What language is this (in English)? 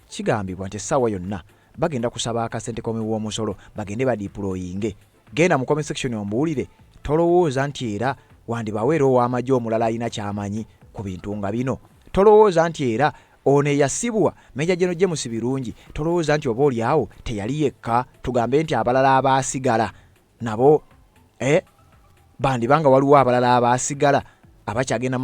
Ganda